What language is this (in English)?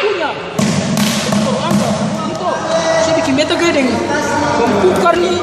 Ambonese Malay